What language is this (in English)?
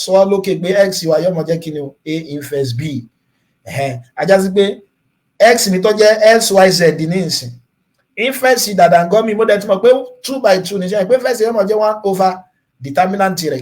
Yoruba